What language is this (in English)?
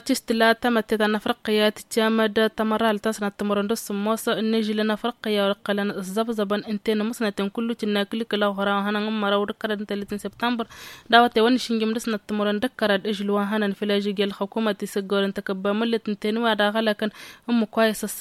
Tamasheq